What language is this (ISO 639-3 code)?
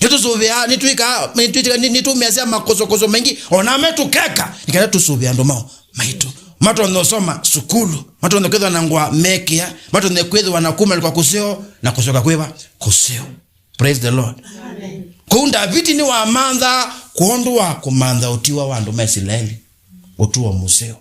kam